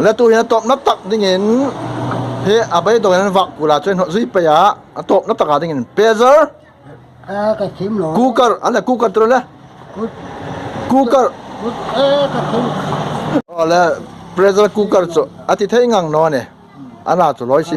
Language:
Hmar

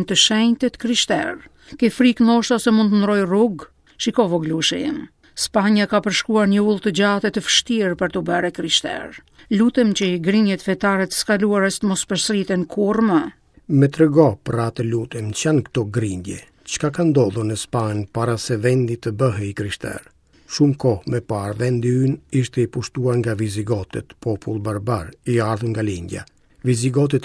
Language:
Albanian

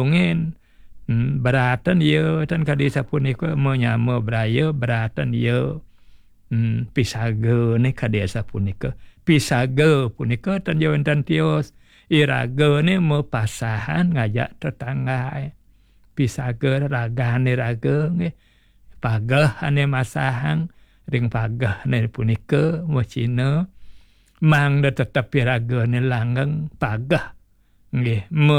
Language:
Balinese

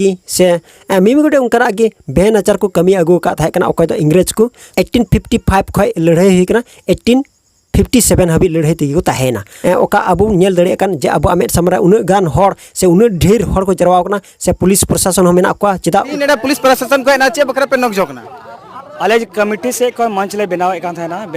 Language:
Santali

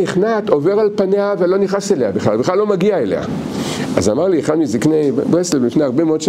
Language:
Hebrew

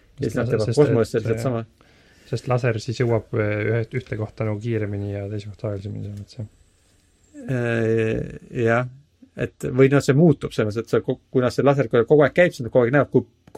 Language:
Estonian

